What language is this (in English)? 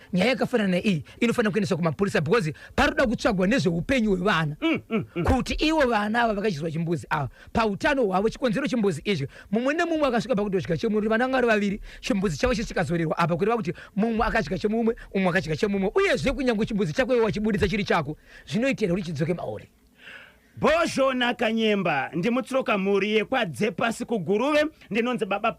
Shona